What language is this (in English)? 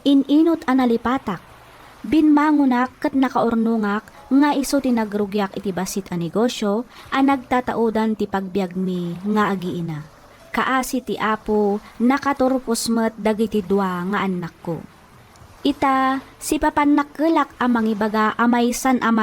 Iloko